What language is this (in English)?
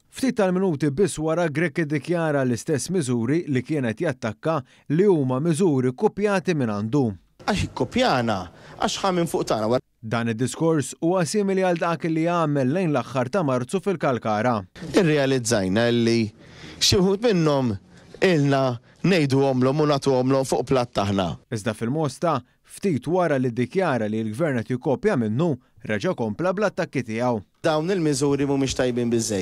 Maltese